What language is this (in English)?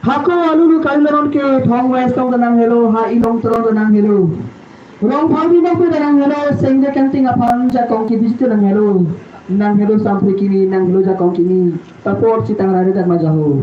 Karbi